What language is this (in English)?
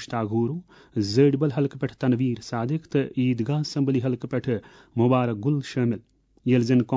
Kashmiri